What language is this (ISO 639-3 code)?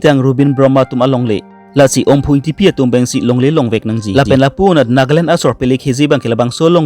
mjw